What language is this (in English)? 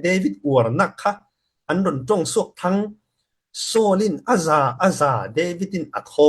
Falam Chin